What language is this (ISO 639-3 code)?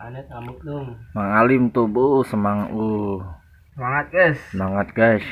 sun